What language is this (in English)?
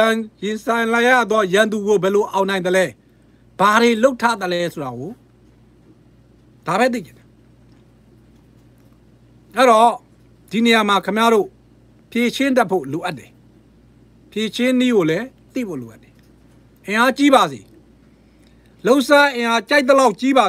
Burmese